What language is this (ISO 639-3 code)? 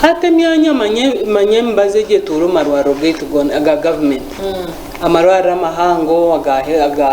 nyn